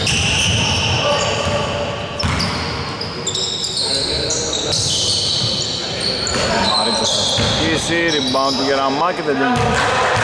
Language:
Greek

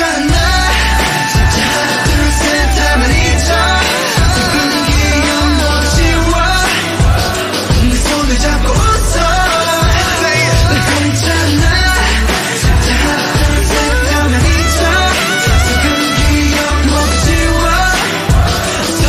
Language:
Korean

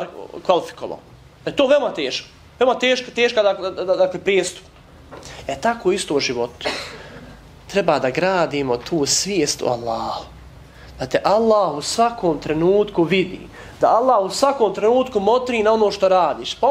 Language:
Bosnian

